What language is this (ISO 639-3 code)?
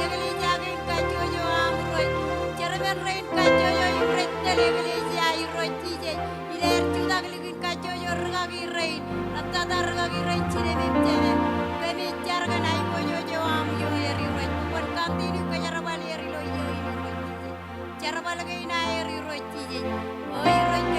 mah